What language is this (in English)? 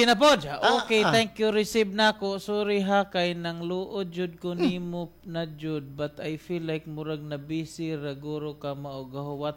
Cebuano